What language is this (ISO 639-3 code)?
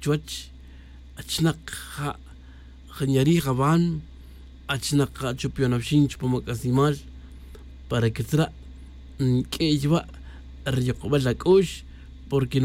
tzj